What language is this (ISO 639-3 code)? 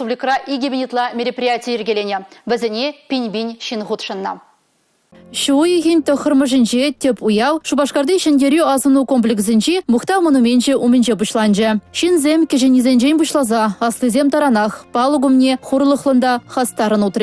chv